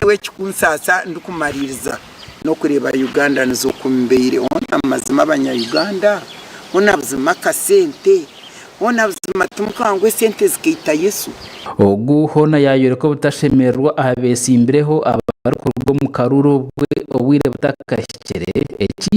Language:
Nyankole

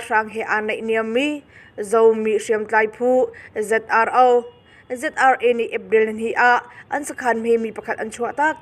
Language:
Hakha Chin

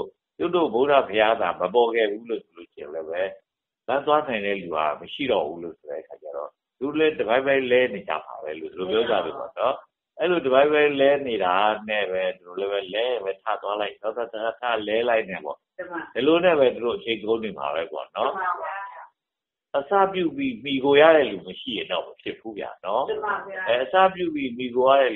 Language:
Burmese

